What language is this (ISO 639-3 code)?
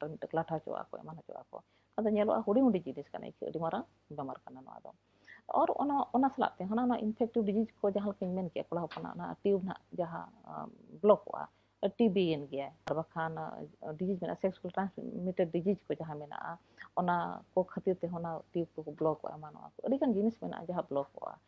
sat